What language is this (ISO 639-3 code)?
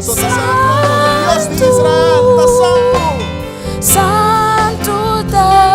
pap